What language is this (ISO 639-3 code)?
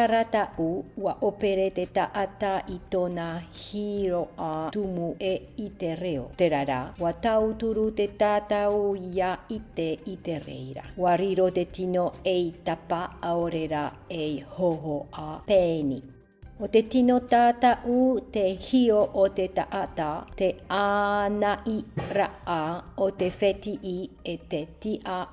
tah